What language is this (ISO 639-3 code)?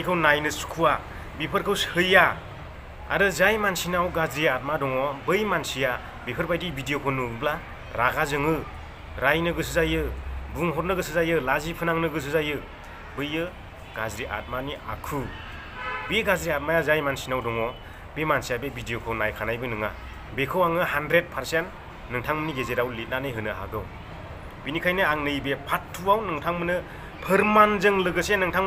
brx